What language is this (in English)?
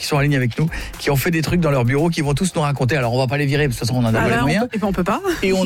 French